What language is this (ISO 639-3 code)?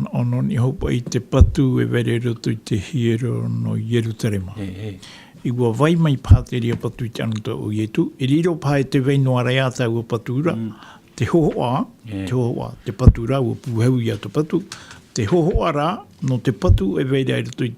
tah